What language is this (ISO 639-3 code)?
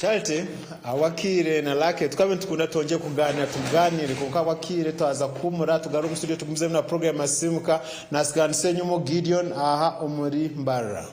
nyn